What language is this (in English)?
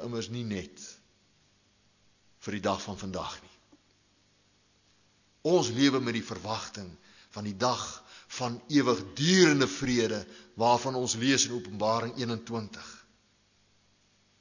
Afrikaans